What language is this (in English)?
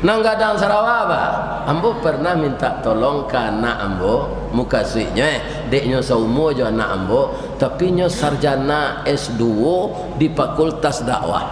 Minangkabau